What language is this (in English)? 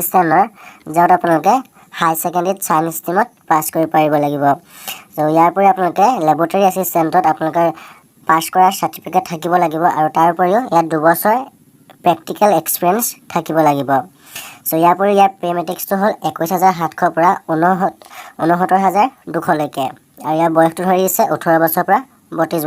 Assamese